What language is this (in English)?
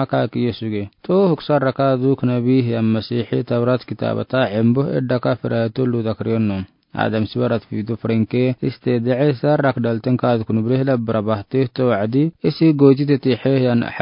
Afar